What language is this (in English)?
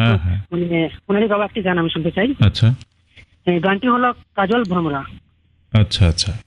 Bangla